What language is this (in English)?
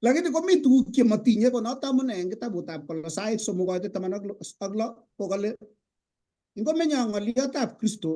Kalenjin